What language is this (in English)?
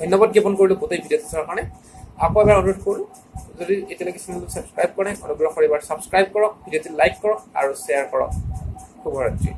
Assamese